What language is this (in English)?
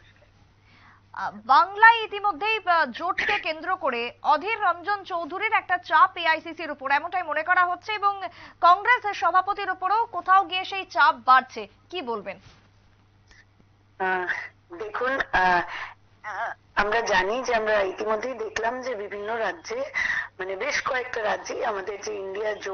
Bangla